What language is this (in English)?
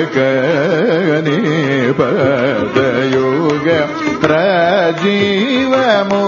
Telugu